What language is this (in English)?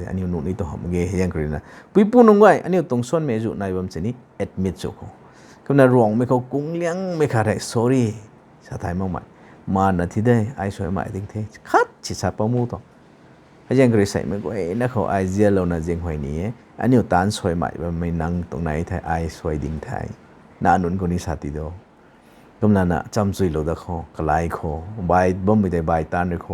Rongmei Naga